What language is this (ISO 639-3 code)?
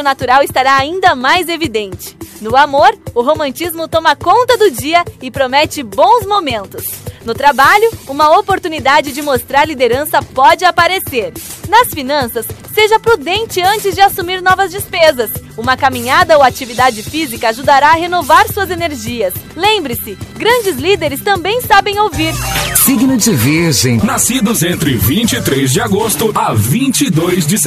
por